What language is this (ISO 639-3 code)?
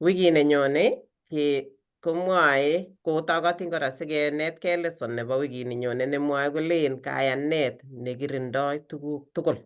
kln